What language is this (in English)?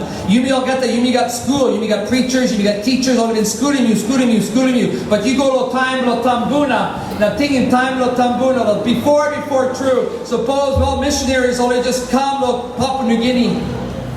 Tok Pisin